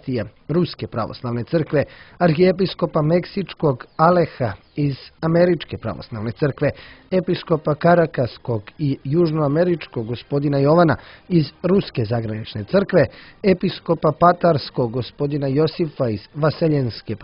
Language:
Serbian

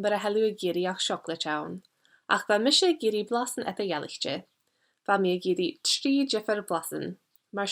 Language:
Scottish Gaelic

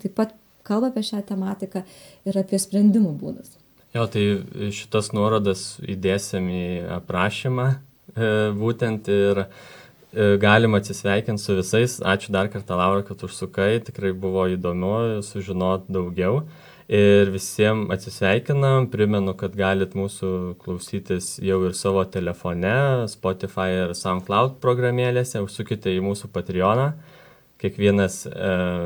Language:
Lithuanian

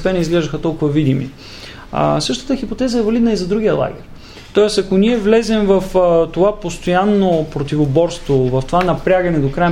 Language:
Bulgarian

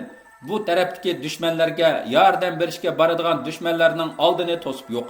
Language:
Uyghur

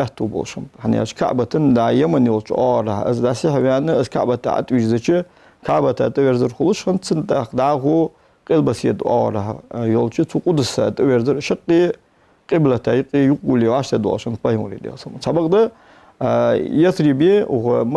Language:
Ingush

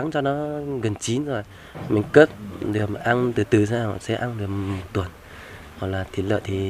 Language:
Vietnamese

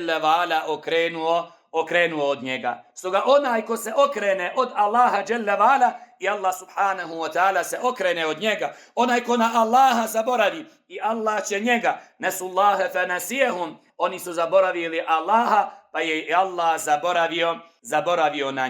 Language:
Bosnian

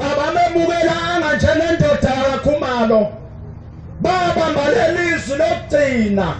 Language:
Zulu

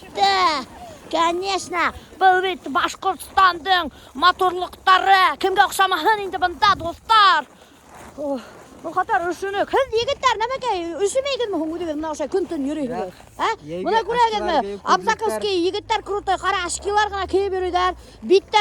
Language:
Bashkir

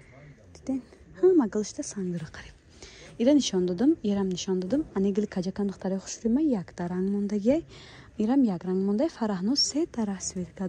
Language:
Tajik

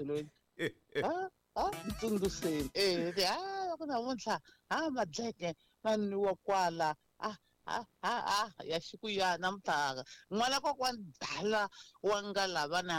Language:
Tsonga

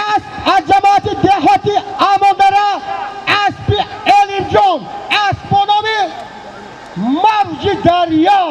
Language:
Tajik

